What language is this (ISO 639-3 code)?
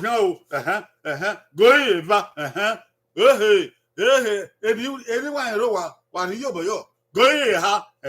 bin